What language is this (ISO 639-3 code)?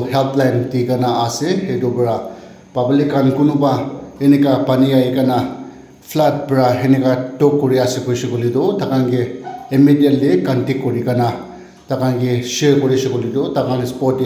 nag